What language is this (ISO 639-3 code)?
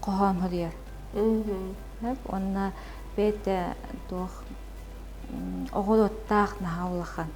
sah